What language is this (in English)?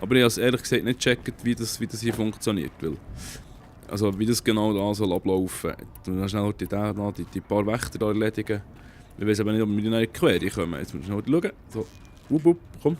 Swiss German